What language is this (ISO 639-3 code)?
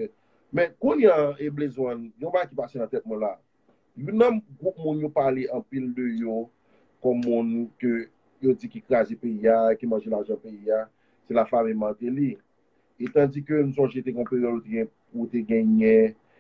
hat